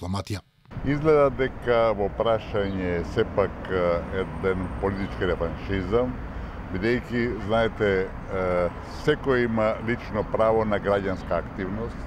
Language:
Macedonian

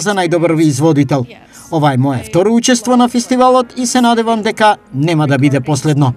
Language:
Macedonian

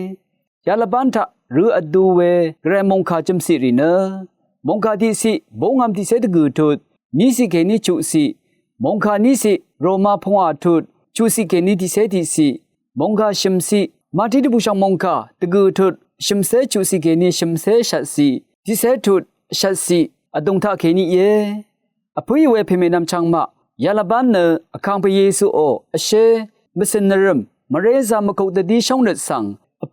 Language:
Rawang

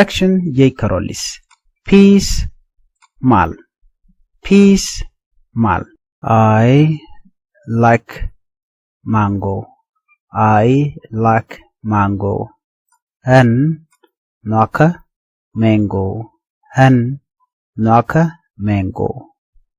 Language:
Nuer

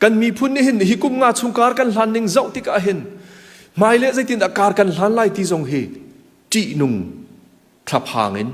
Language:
Hakha Chin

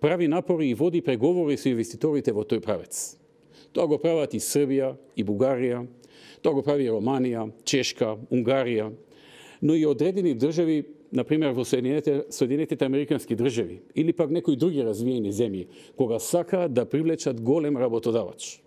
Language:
Macedonian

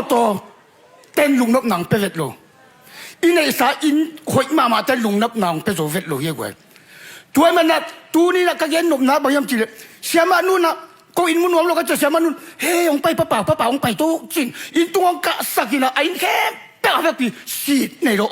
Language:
Tedim Chin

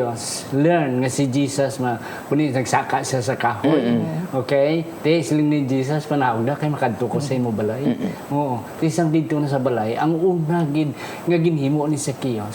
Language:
Hiligaynon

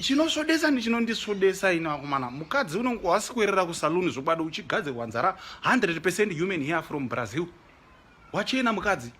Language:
Shona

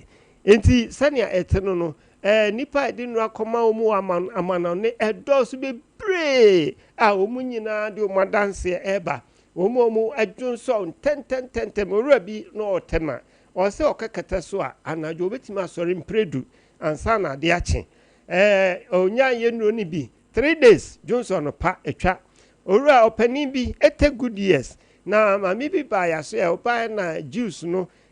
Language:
Akan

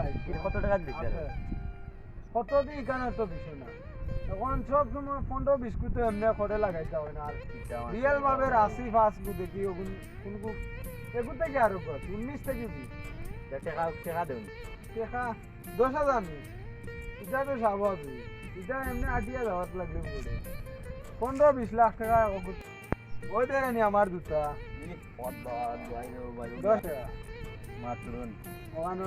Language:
Sylheti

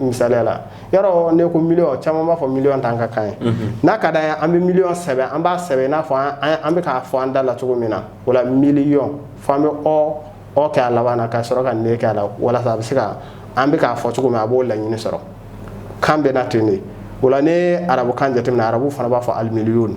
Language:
Bambara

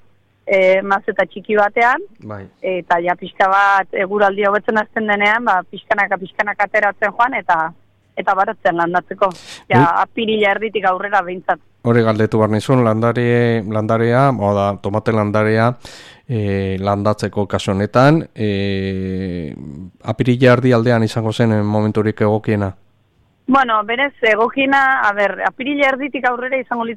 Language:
Basque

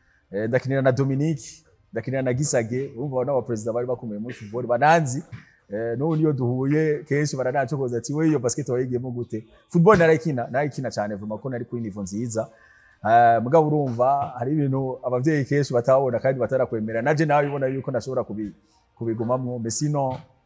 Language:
Rundi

